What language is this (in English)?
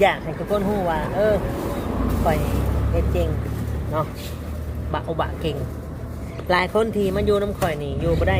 Northeastern Thai